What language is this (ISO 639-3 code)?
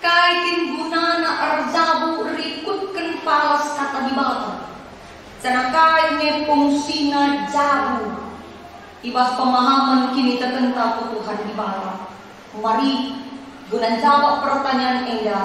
btx